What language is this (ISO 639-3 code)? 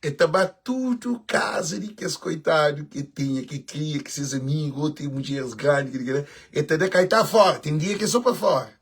kea